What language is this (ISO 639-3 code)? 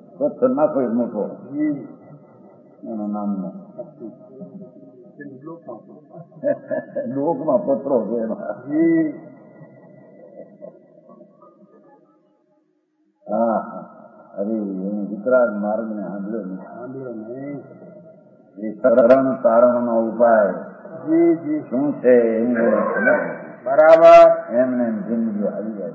guj